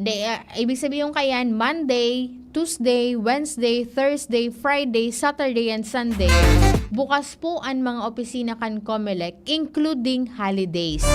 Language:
Bikol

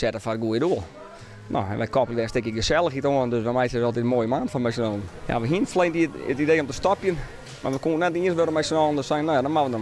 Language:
Western Frisian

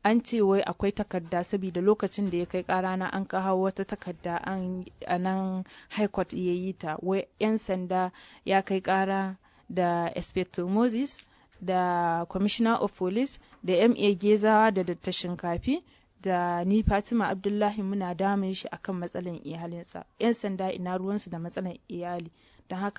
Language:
Hausa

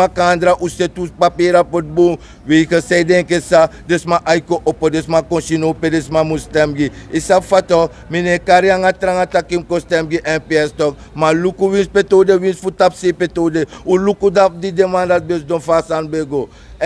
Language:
Sranan Tongo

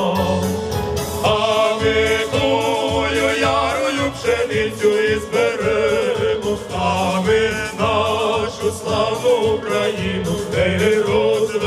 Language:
Ukrainian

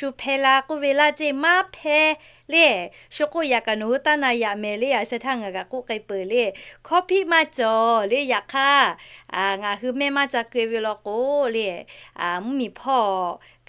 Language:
Lahu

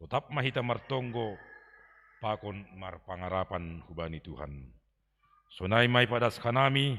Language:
Batak Simalungun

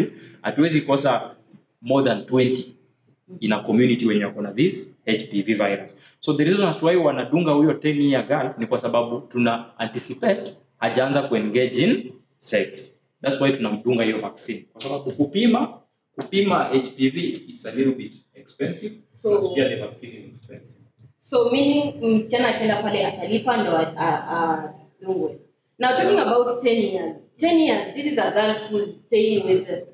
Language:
Swahili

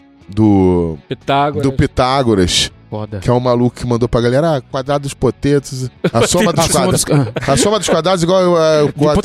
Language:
Portuguese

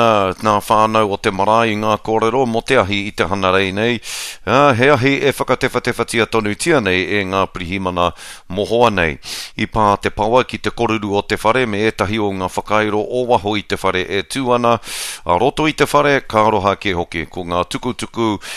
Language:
Māori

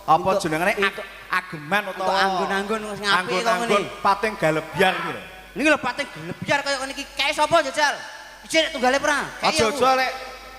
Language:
Javanese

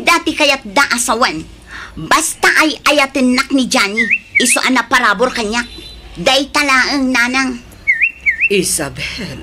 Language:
Iloko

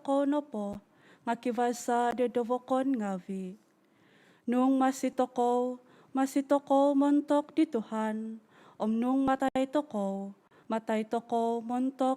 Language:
Central Dusun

